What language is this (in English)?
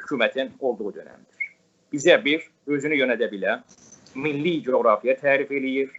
South Azerbaijani